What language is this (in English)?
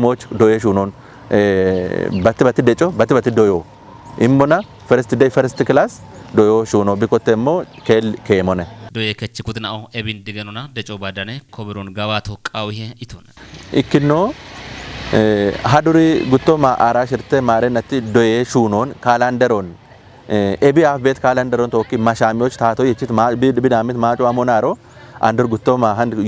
Kafa